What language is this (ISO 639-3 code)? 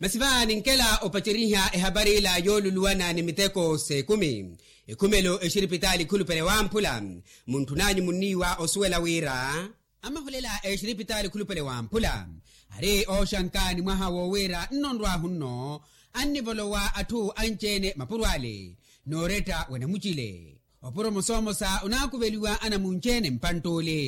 vmw